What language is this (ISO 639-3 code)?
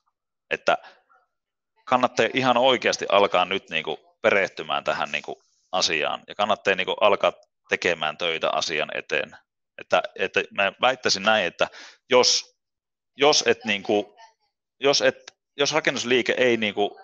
fin